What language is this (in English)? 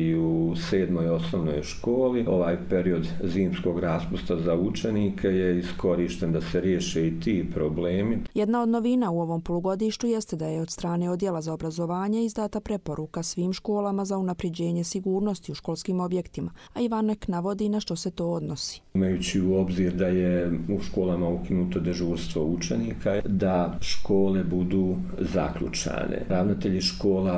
Croatian